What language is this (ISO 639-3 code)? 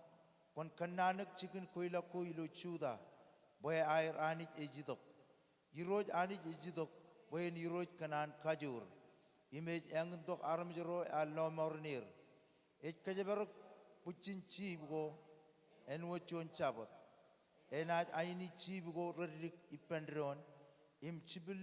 mah